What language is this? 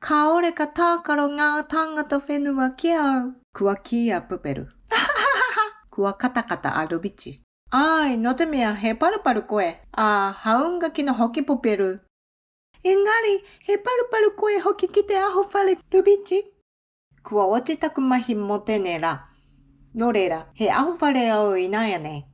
Māori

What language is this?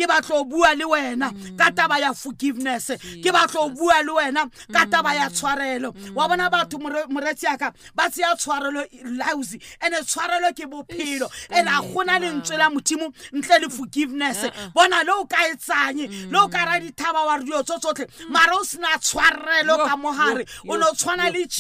Southern Sotho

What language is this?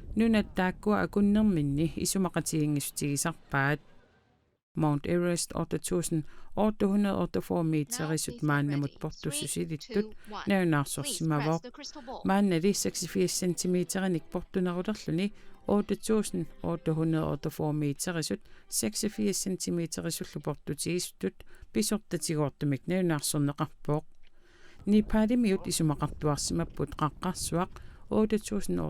Kalaallisut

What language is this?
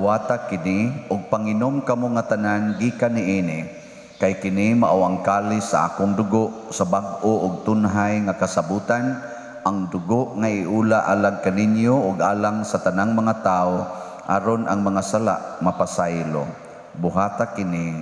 Cebuano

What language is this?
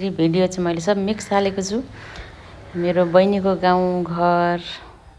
Nepali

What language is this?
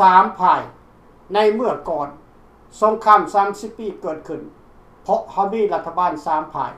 Lao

